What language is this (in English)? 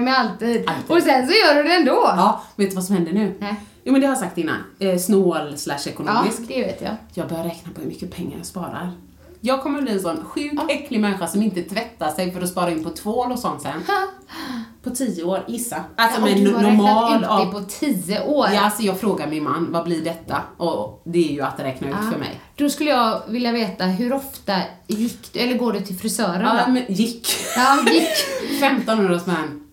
Swedish